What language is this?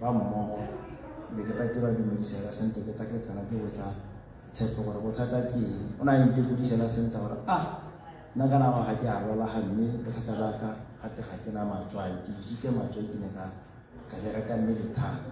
Tswana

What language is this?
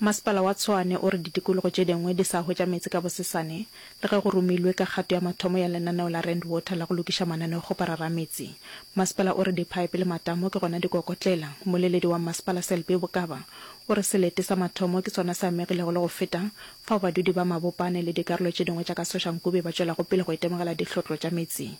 Northern Sotho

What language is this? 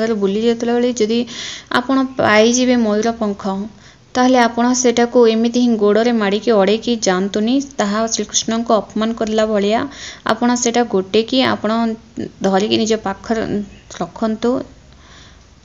Odia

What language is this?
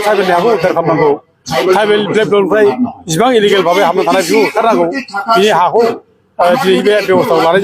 Bodo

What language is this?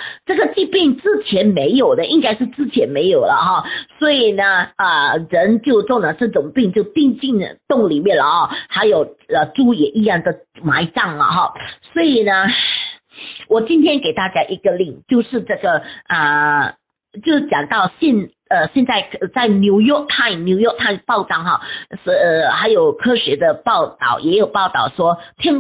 Chinese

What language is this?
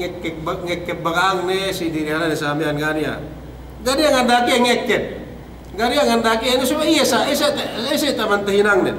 Yakan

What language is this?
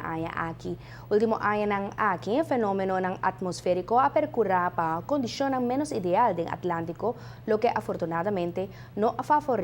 Papiamento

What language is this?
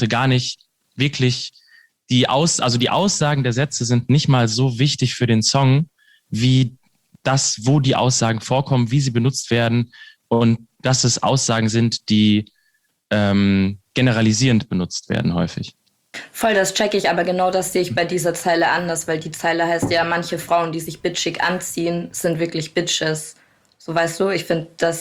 German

